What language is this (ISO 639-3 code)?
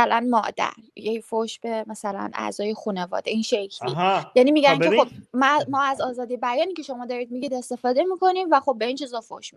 fas